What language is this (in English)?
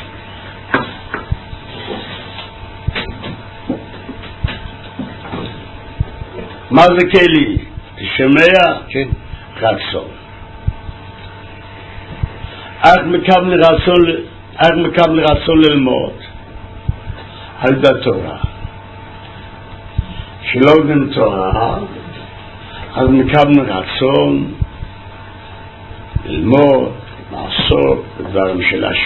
Hebrew